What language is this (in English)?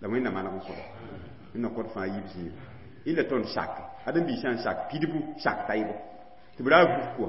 Mossi